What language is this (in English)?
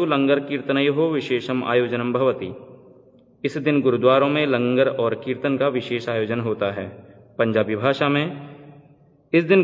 Sanskrit